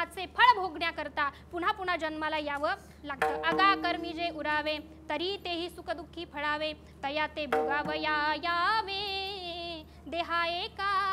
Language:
Marathi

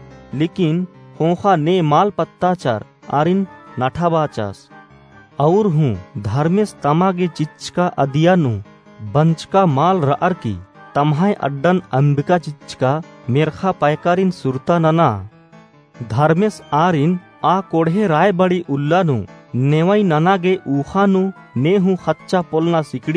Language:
Kurukh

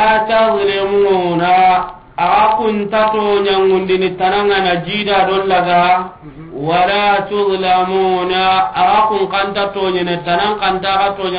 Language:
Soninke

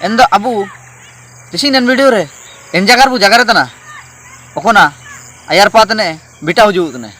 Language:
Ho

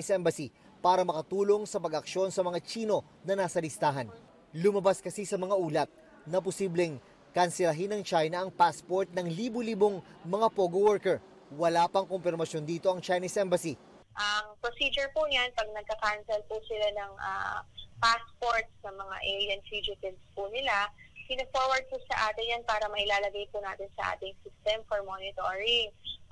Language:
Filipino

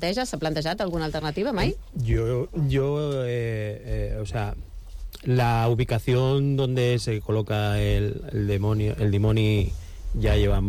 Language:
Catalan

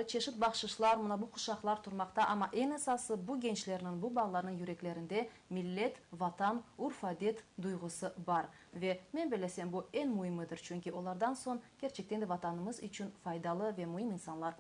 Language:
Crimean Tatar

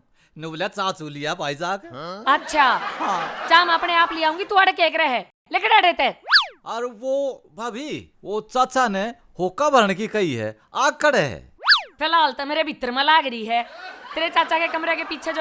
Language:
Haryanvi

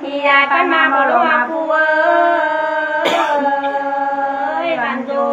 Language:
Nung (Viet Nam)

